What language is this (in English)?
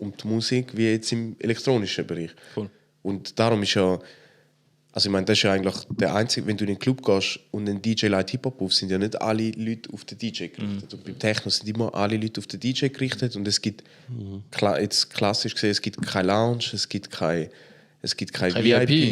Swiss German